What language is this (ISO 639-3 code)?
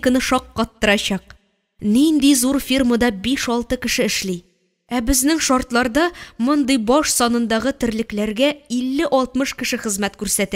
tat